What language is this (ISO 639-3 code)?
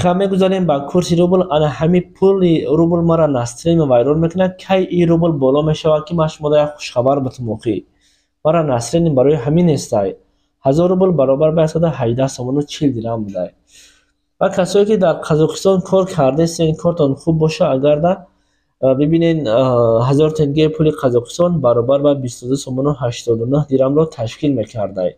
tgk